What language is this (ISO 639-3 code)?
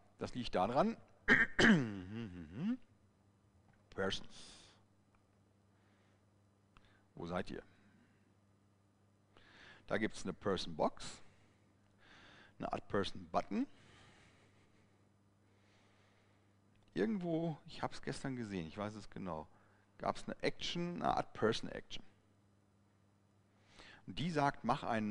deu